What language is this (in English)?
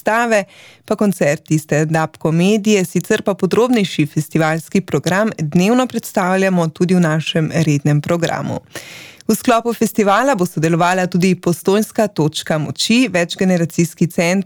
Slovenian